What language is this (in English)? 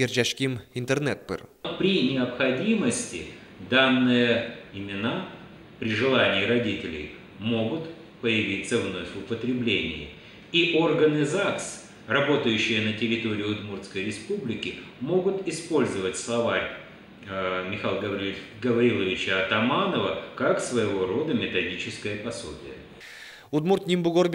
Udmurt